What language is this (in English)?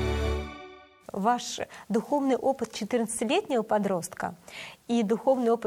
Russian